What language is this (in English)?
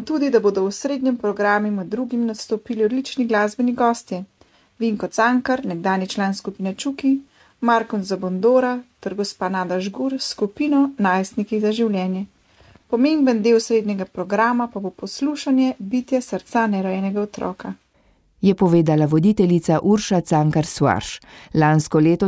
Slovenian